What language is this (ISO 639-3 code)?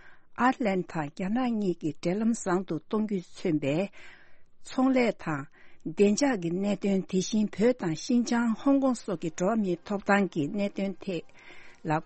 bod